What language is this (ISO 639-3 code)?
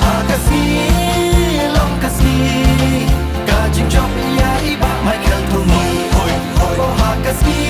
kha